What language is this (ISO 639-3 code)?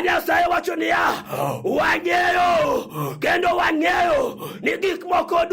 luo